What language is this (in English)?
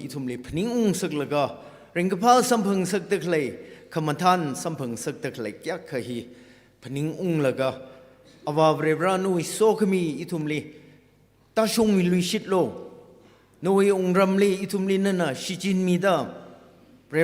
Tangkhul Naga (India)